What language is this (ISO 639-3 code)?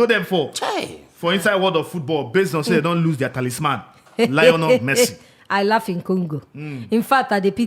pcm